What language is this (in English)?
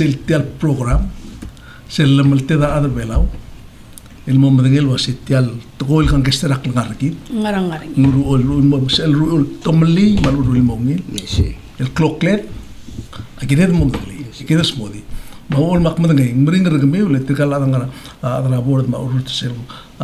Palauan